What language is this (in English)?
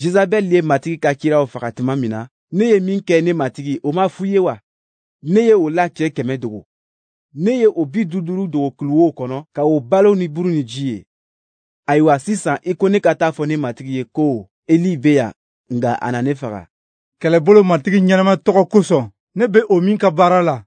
Bambara